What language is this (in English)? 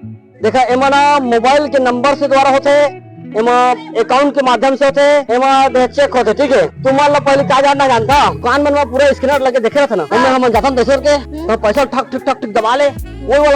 Chhattisgarhi